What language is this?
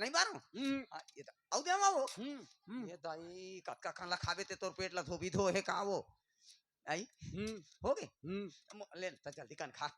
Chhattisgarhi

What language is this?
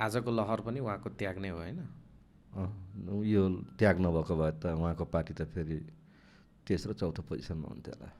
Nepali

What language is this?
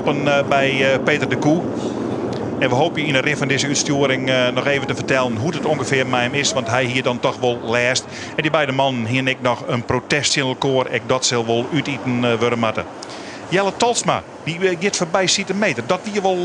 Western Frisian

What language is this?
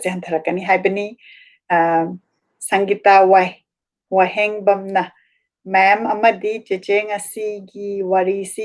Manipuri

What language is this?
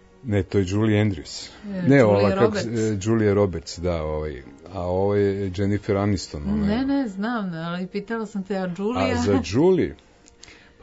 Serbian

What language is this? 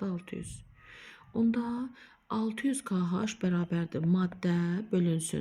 Azerbaijani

